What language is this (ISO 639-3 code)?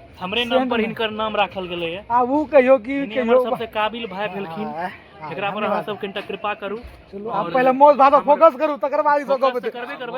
mai